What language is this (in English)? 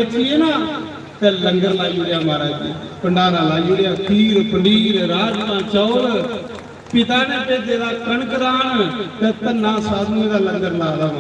Dogri